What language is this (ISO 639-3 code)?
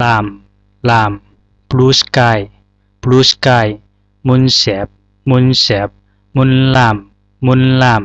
zha